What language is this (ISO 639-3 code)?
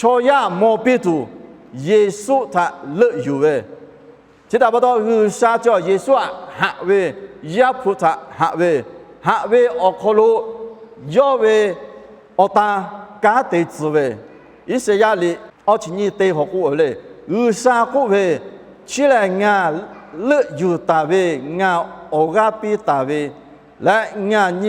lhu